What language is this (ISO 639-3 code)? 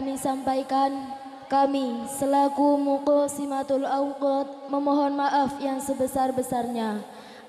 jav